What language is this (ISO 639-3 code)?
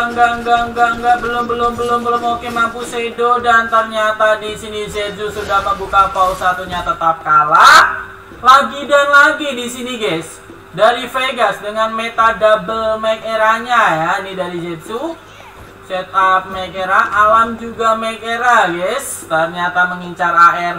ind